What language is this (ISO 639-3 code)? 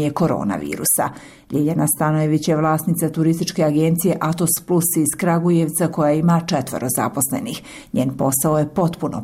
srp